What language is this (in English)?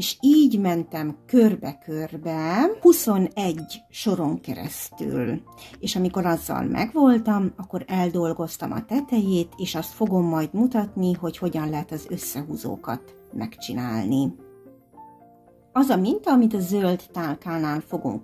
Hungarian